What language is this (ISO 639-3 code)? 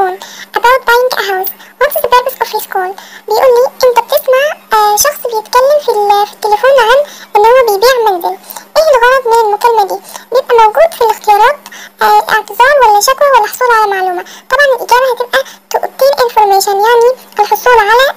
arz